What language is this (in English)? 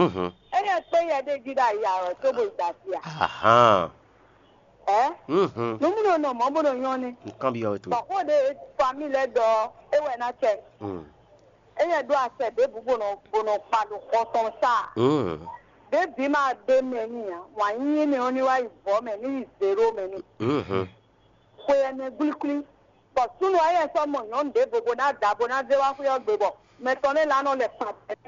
Fon